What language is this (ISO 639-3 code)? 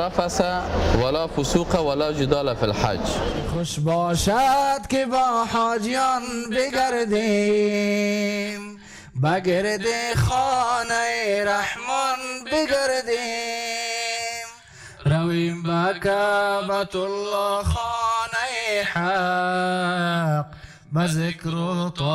fas